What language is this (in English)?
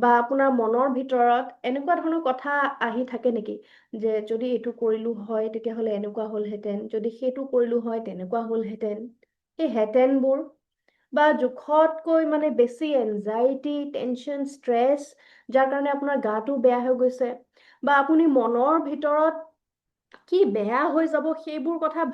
Assamese